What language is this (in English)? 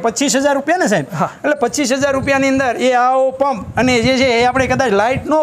Gujarati